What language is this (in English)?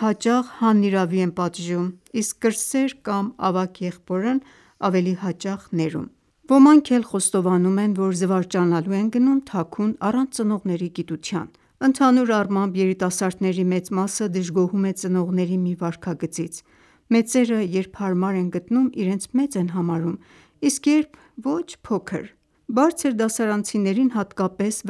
Armenian